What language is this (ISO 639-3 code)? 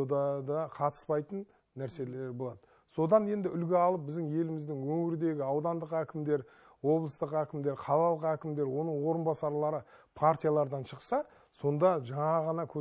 kaz